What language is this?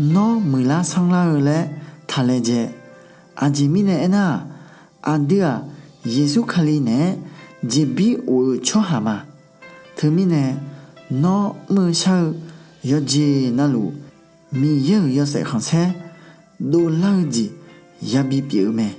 Akha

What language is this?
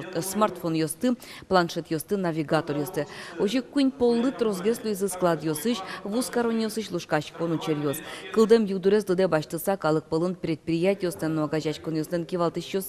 Udmurt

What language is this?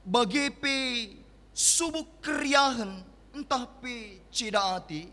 Batak Karo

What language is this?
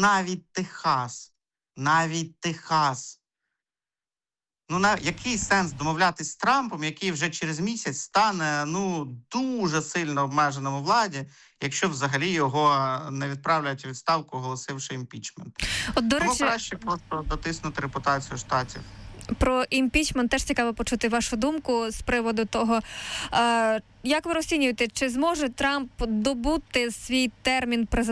Ukrainian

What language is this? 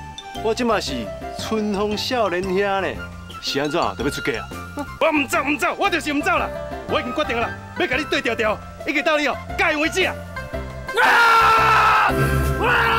Min Nan Chinese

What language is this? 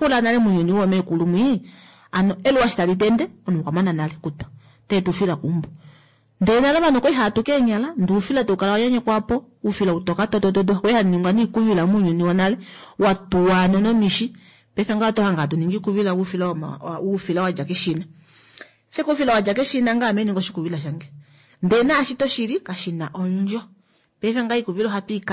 Kuanyama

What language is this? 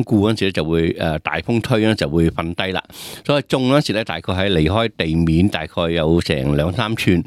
Cantonese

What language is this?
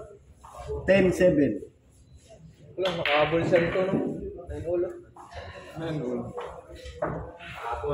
Filipino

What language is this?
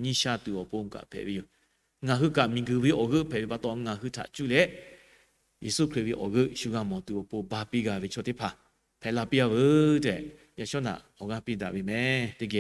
Lahu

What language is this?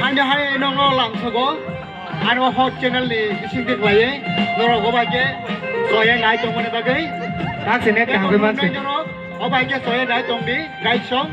Kok Borok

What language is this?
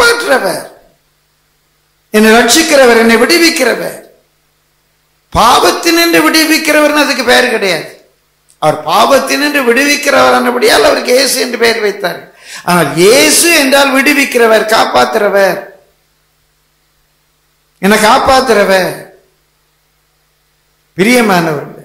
Tamil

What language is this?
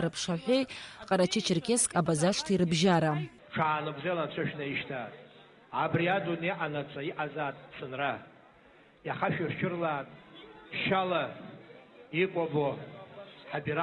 Abkhazian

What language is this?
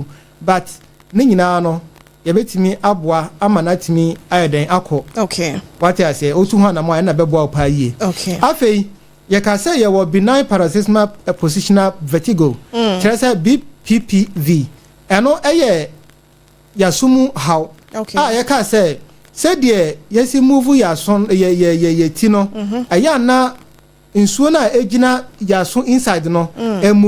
Akan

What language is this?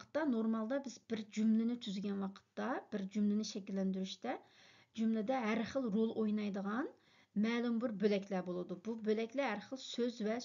Uyghur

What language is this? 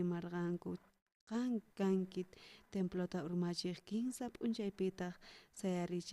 South Bolivian Quechua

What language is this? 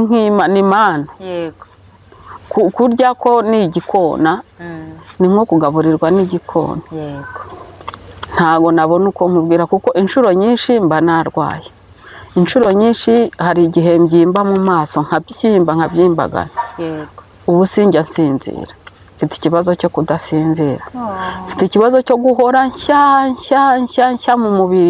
Kinyarwanda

